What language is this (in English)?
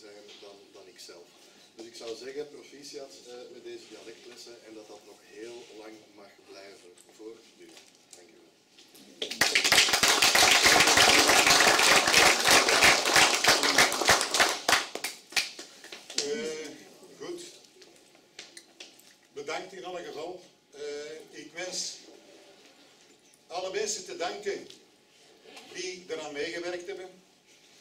Dutch